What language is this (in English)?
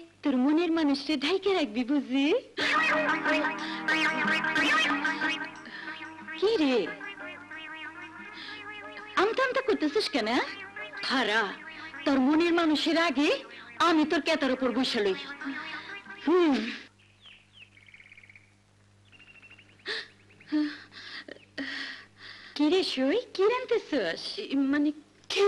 Bangla